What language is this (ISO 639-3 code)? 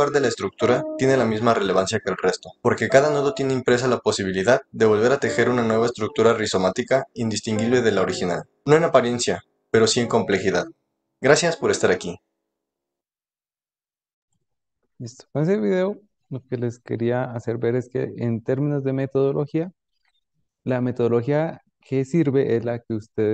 spa